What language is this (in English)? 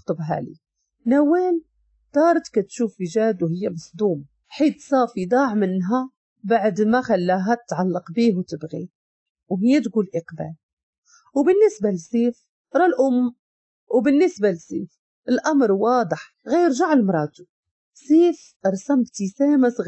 Moroccan Arabic